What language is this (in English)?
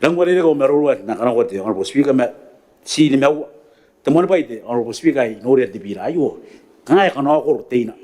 Gilbertese